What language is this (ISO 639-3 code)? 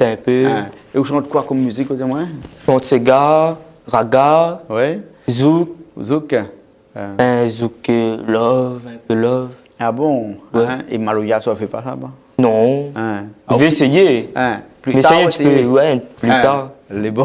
rcf